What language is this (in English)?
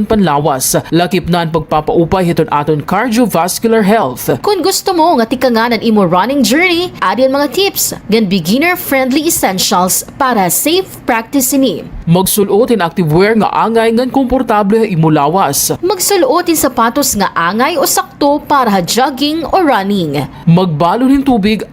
Waray